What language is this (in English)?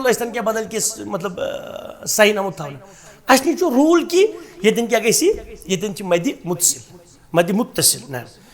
Kashmiri